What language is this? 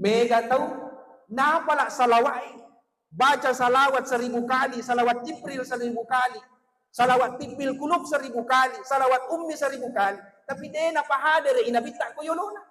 Buginese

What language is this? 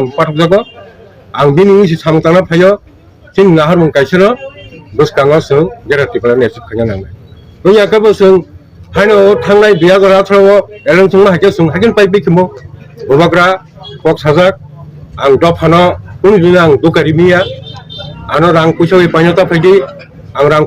Kok Borok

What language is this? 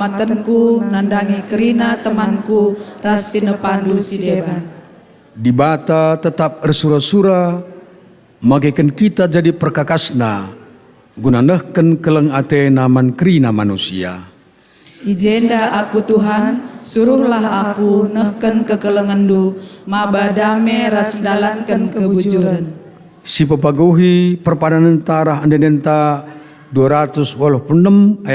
Batak Karo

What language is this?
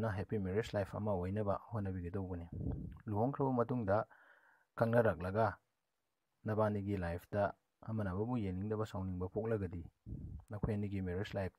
Manipuri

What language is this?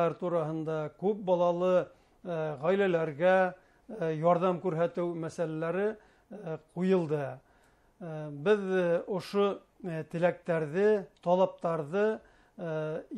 Bashkir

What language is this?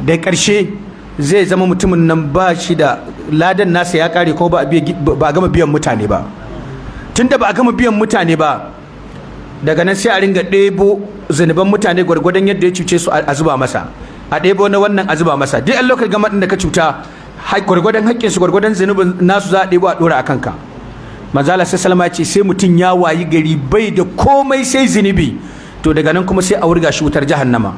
Hausa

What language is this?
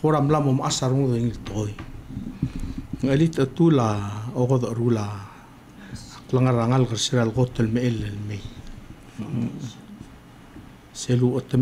Palauan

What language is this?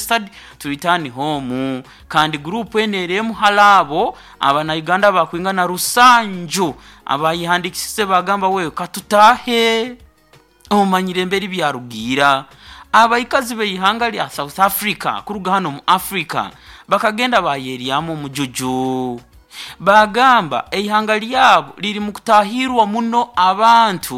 Nyoro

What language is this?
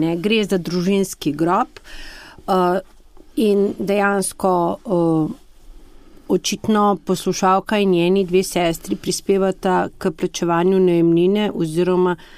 Slovenian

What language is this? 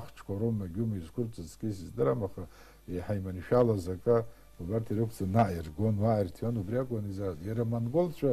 Abkhazian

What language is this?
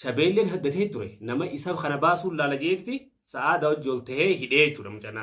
Oromo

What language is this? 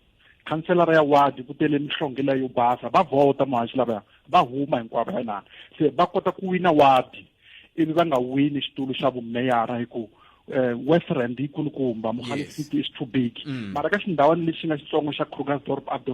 Tsonga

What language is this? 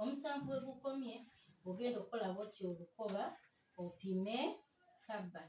Ganda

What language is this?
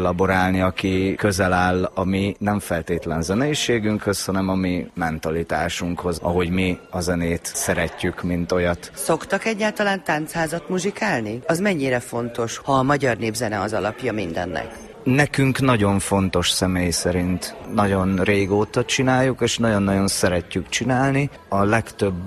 Hungarian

